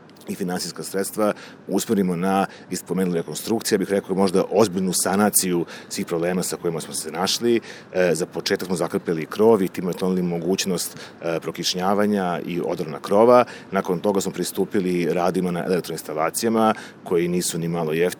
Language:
Serbian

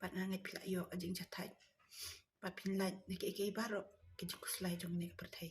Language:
Khasi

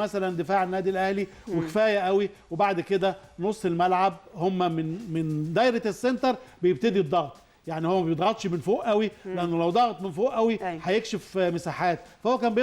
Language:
Egyptian Arabic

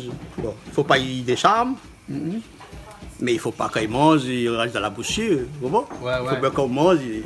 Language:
Réunion Creole French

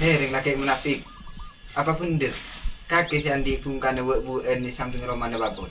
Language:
Madurese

